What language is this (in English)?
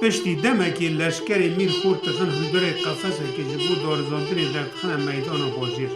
Kurdish